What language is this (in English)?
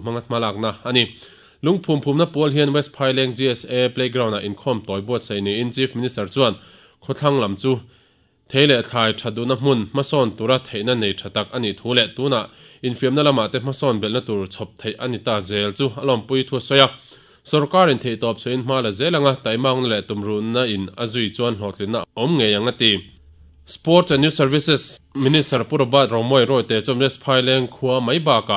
Mizo